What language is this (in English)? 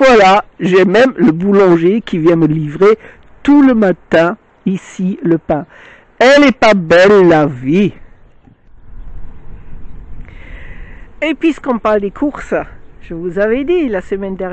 French